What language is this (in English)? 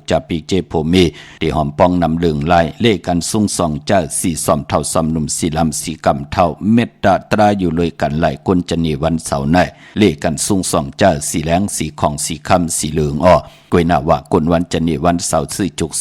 Shan